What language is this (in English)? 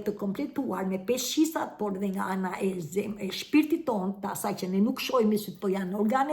Albanian